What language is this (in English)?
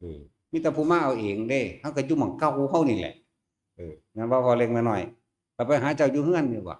Northeastern Thai